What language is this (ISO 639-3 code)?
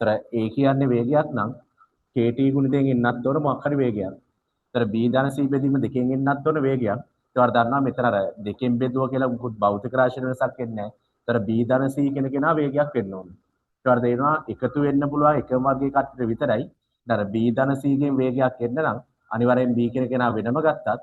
sin